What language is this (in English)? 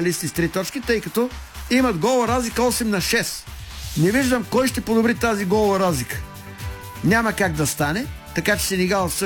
Bulgarian